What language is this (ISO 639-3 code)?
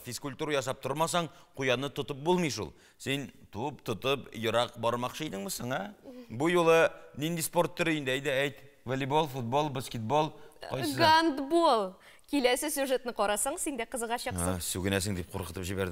tat